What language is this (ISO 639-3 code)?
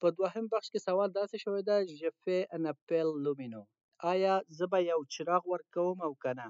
pus